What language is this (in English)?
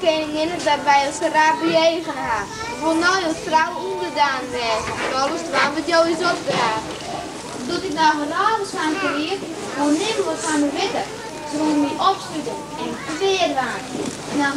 Western Frisian